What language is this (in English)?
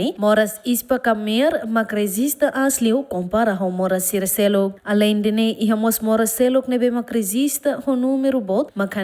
Tetum